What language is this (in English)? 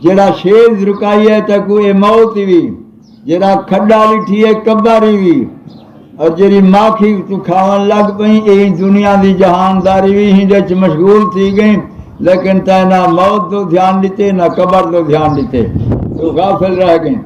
Saraiki